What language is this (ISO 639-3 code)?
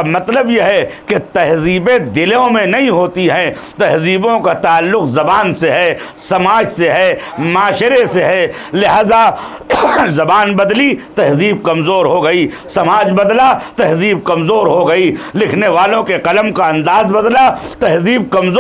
urd